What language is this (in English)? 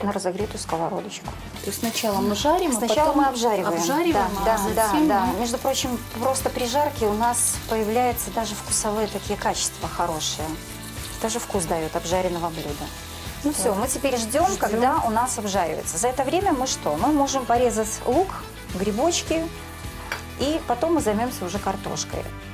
Russian